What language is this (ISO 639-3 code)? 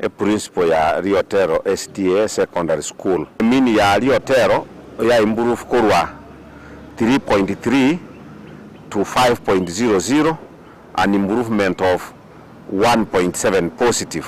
guz